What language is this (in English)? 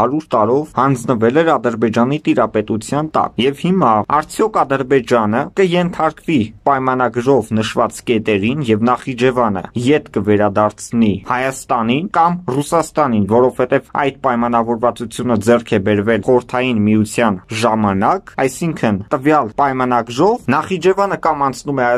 Armenian